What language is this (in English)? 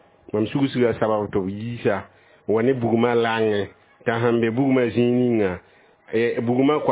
Mossi